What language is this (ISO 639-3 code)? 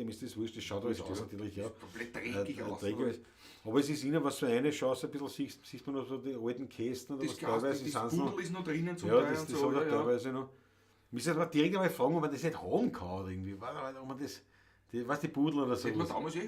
bar